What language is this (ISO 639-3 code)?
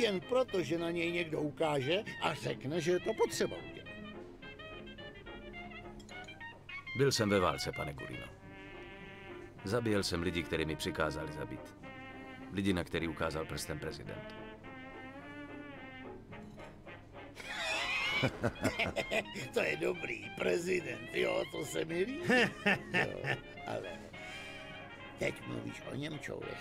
ces